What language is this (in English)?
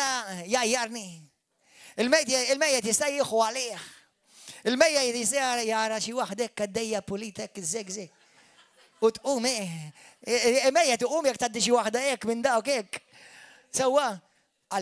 Maltese